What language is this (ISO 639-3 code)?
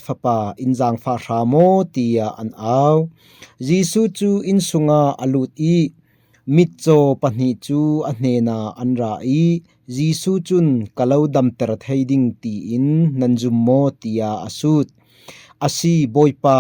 cfm